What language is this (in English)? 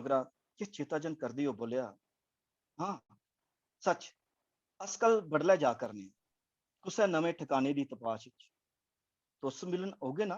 Dogri